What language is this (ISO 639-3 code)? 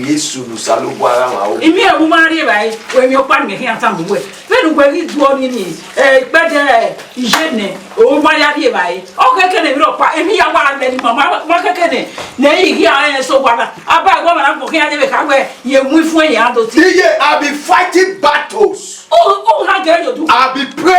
bin